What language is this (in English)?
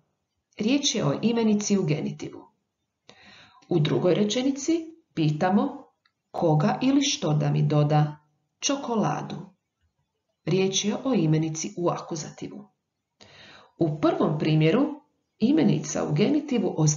Croatian